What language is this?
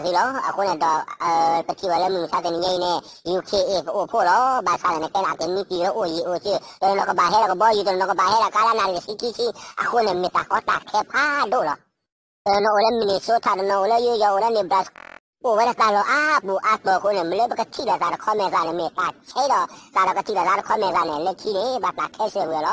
S'gaw Karen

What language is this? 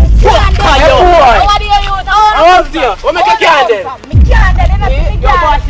Jamaican Creole English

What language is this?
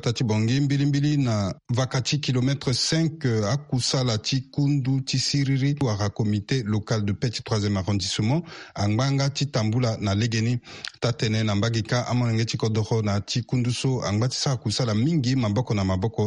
Sango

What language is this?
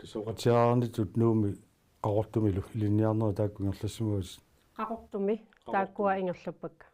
Kalaallisut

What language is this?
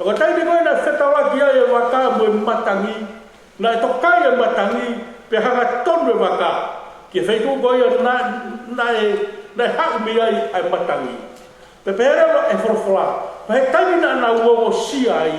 Tongan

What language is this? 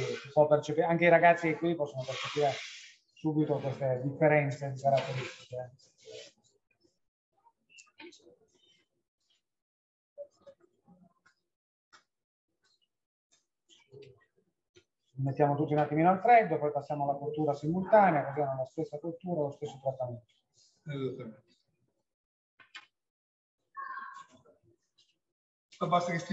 Italian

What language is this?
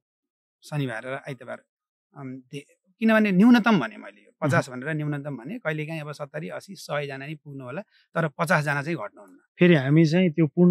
Nepali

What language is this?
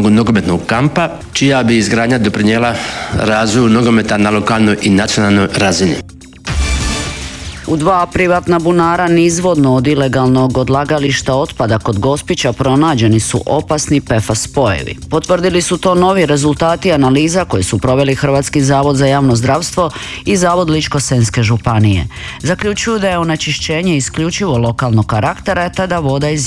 Croatian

